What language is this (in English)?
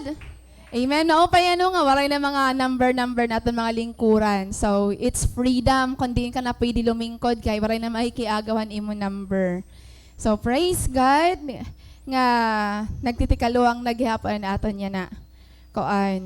Waray